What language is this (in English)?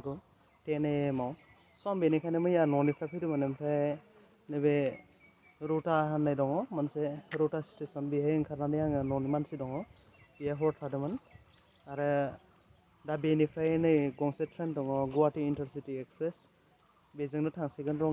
Bodo